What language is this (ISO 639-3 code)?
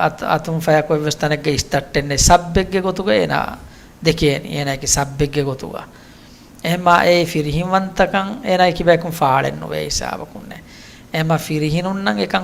div